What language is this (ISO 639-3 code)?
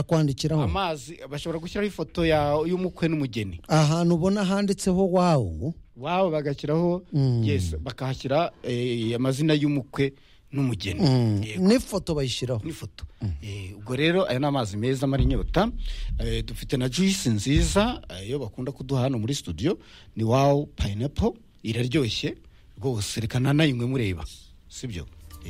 kin